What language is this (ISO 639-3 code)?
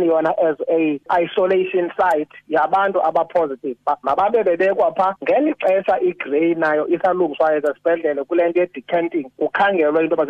xho